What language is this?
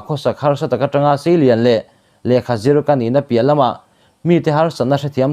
Mizo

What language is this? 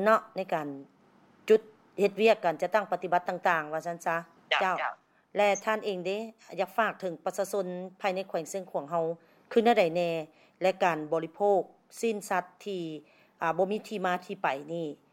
Lao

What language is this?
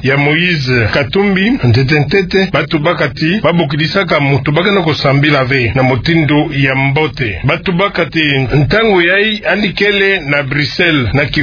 Kituba (Democratic Republic of Congo)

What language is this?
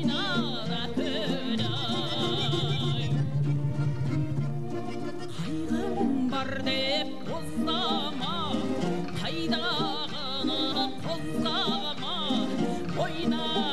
Kazakh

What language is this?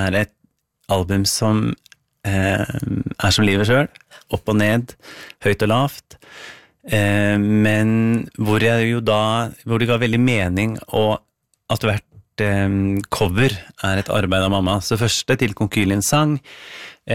Norwegian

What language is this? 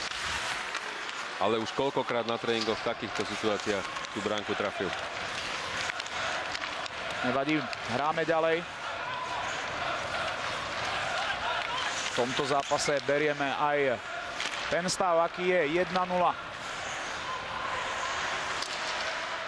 Slovak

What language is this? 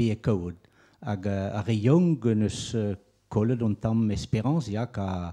Breton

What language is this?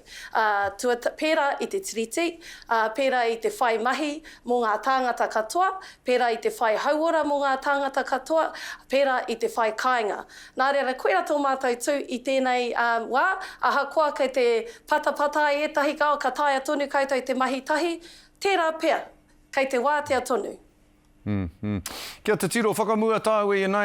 Māori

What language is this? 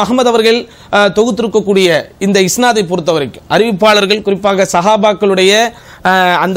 Tamil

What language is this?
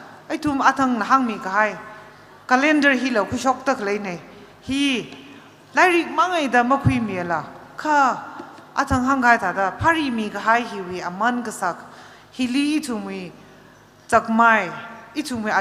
Tangkhul Naga (India)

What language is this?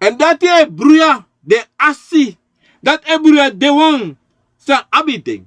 Sranan Tongo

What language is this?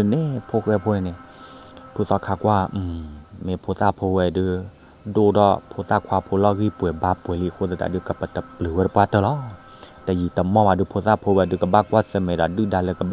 S'gaw Karen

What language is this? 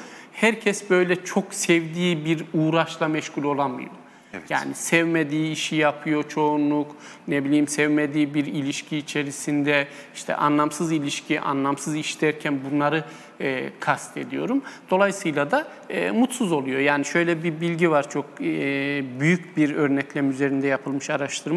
Turkish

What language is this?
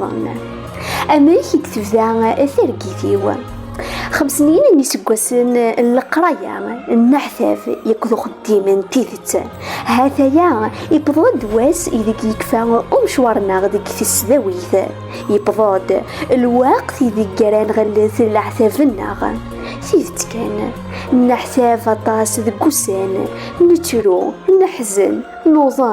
Kabyle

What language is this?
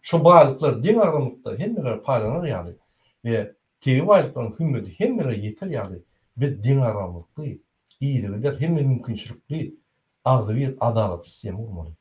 Turkmen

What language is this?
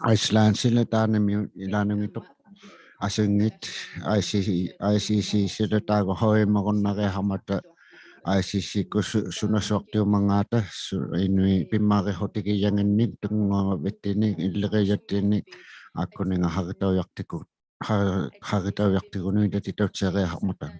Inuktitut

